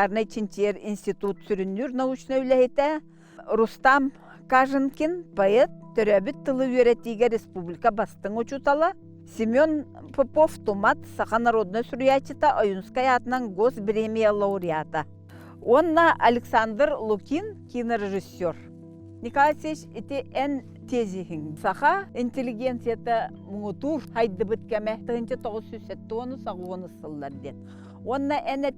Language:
Yakut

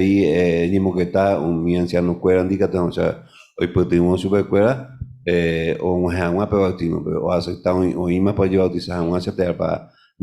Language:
Guarani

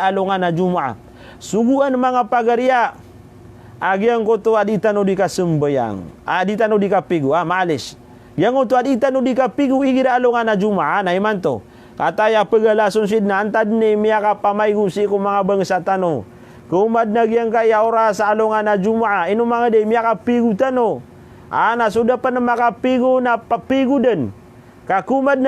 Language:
Maranao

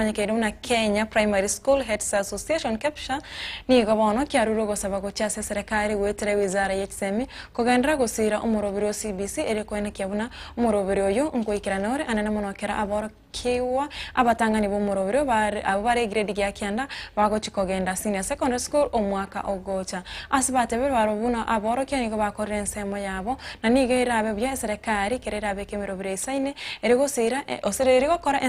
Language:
Gusii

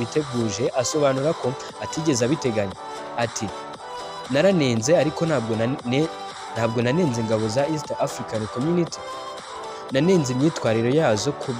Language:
Kinyarwanda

